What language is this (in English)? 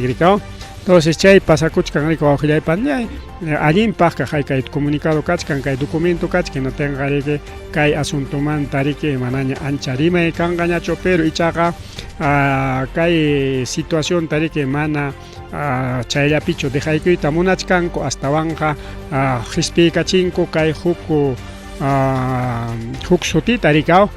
Ayacucho Quechua